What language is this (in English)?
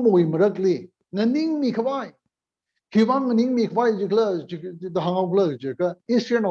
Tangkhul Naga (India)